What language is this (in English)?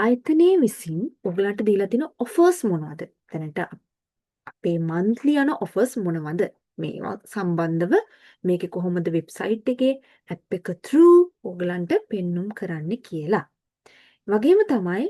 Sinhala